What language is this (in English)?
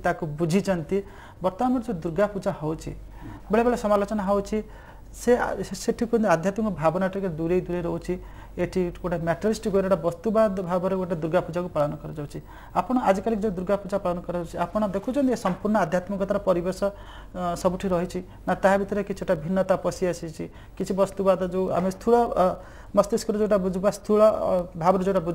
Odia